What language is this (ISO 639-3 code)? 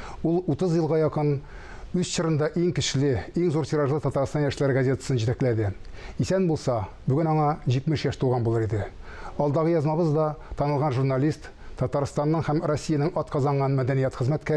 tat